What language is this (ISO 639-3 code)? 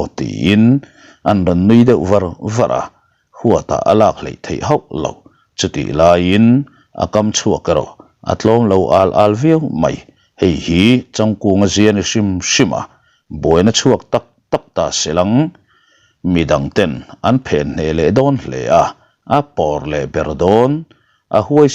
lus